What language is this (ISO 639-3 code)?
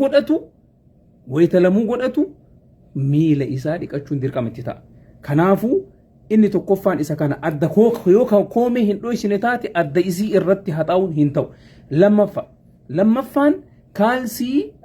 orm